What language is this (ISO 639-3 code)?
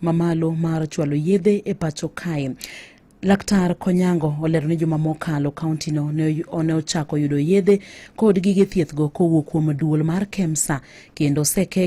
luo